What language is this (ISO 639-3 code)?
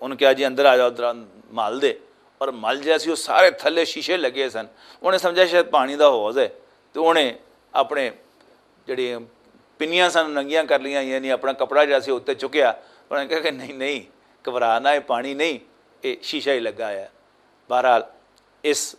lah